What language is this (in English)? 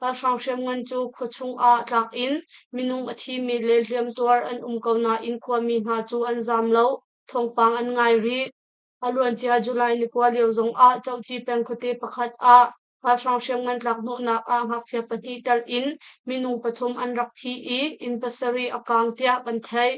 Hakha Chin